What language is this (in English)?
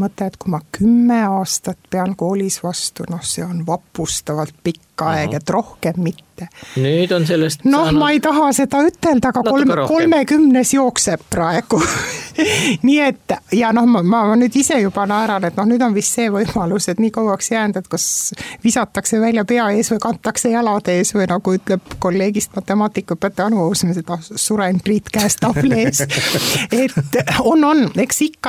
Estonian